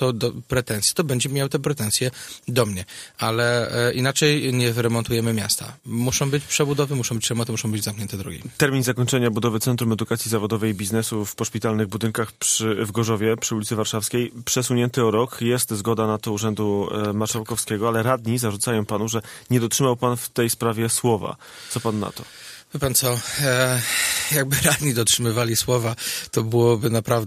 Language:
Polish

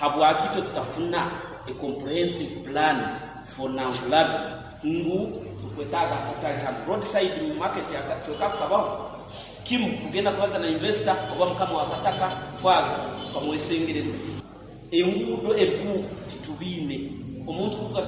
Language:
Nyankole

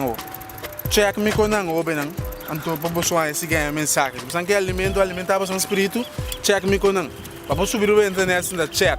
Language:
Papiamento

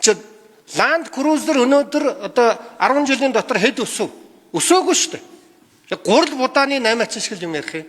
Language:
Mongolian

